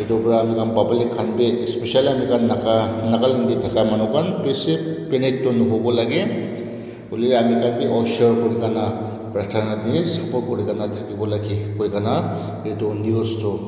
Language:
Naga Pidgin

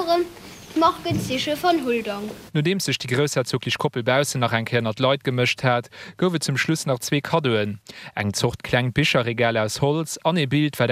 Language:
Luxembourgish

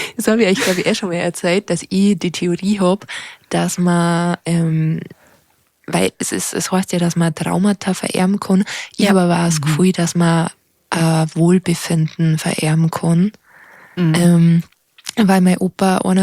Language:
Bavarian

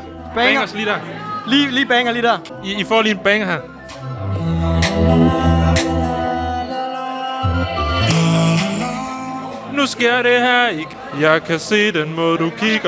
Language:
Danish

